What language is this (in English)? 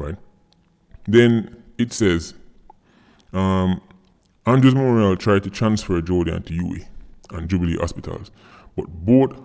Jamaican Creole English